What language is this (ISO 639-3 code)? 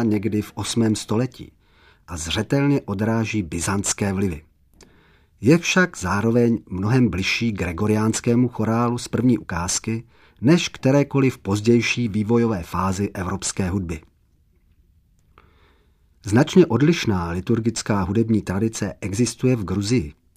ces